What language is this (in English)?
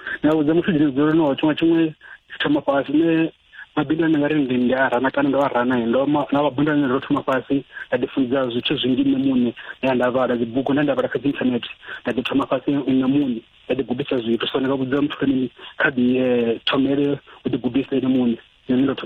Venda